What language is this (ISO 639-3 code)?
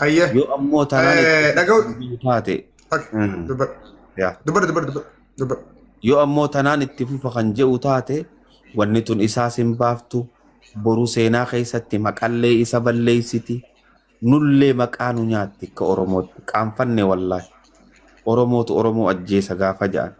orm